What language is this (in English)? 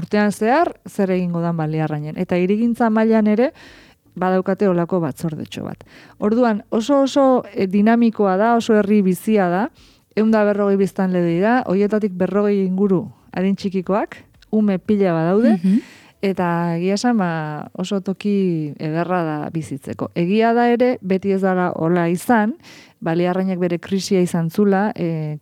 Basque